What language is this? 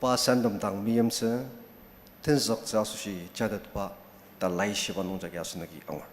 Ao Naga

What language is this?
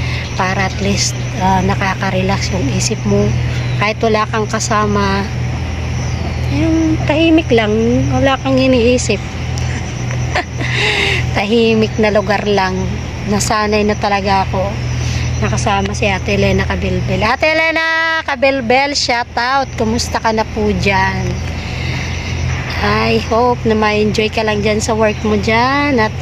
Filipino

